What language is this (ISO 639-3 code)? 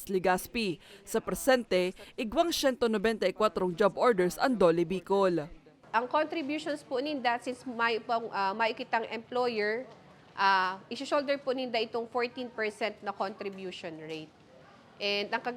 bik